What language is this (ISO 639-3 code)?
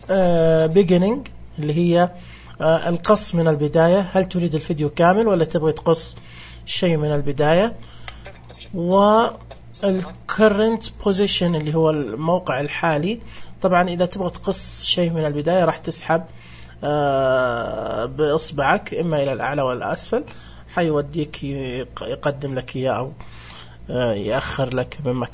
ars